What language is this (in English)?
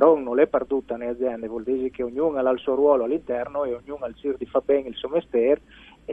Friulian